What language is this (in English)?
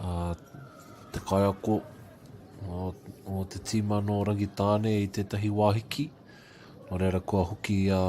Māori